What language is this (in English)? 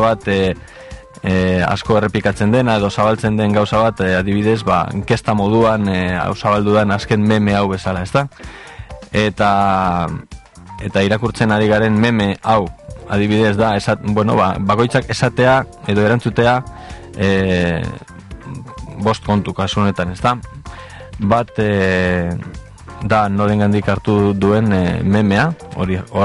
Basque